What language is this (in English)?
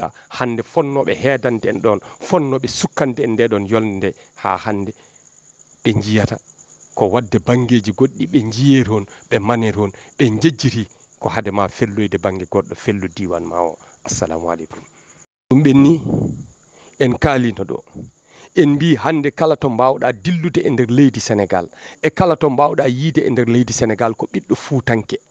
Fula